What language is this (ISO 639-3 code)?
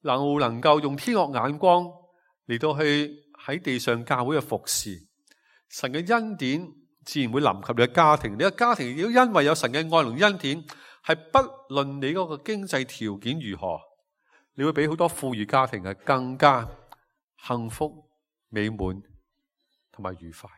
yue